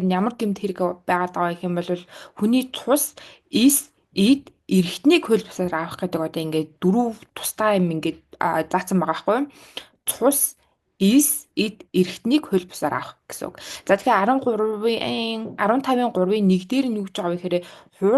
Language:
Mongolian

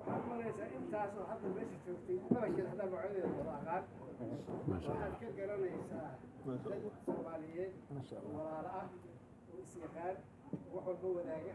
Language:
Somali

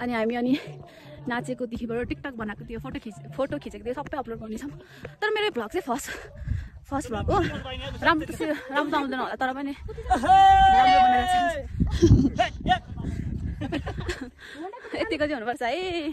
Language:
Nepali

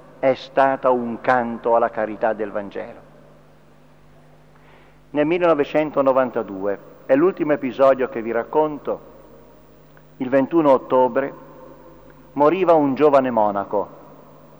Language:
Italian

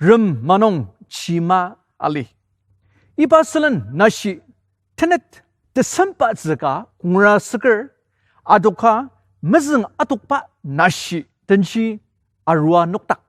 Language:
Ao Naga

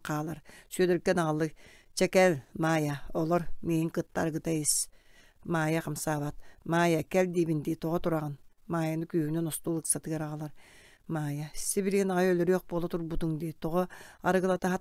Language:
Yakut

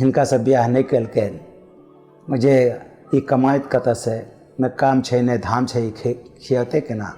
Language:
Maithili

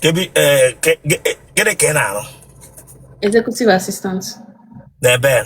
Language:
Igbo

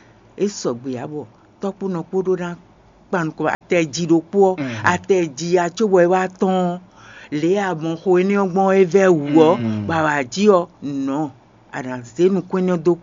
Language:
Fon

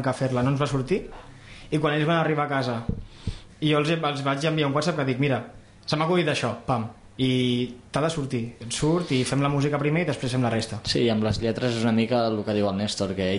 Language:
Catalan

